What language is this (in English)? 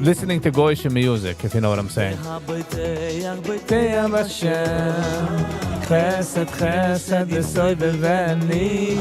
Yiddish